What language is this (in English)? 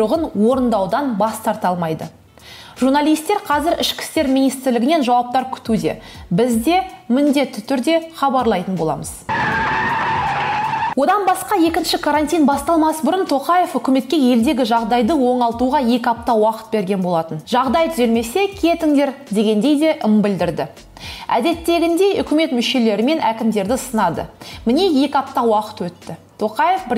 Kazakh